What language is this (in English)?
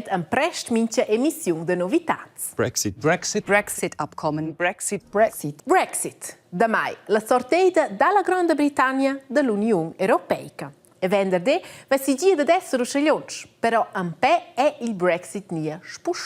Romansh